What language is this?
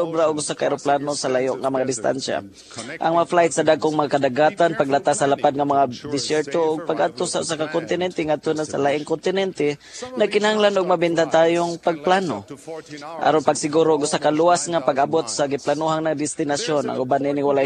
Cebuano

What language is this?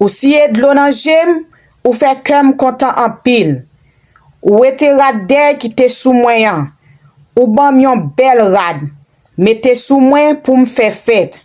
Haitian Creole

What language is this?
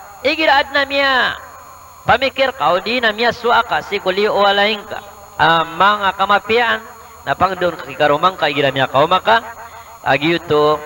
Maranao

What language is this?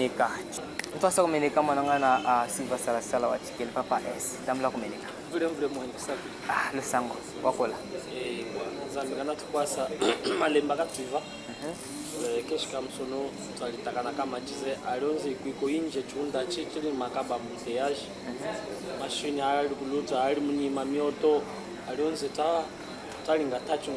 Chokwe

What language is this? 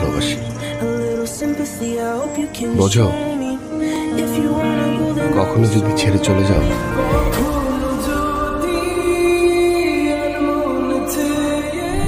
Bangla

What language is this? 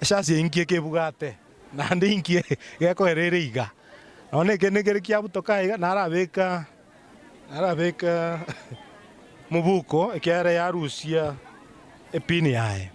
Gusii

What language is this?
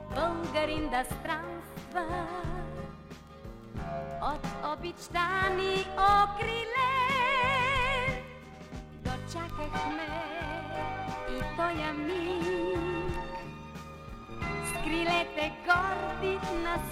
Bulgarian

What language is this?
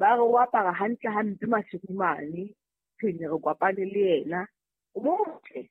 Southern Sotho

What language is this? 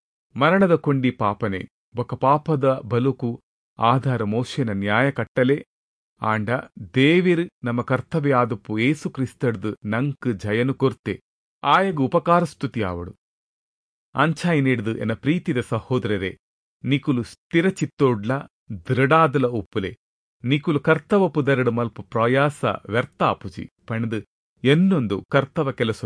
Tulu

